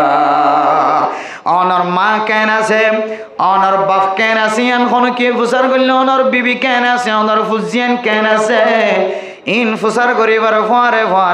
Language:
Rohingya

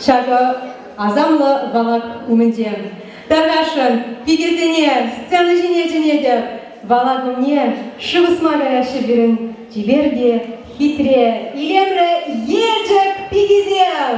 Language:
Chuvash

